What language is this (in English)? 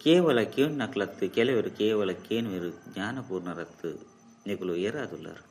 Tulu